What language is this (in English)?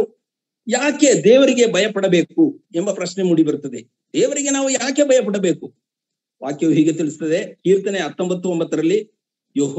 Kannada